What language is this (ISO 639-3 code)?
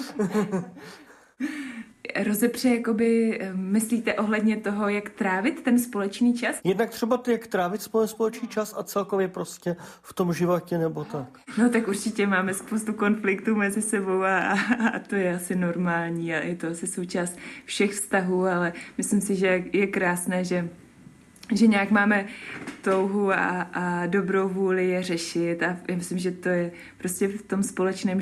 ces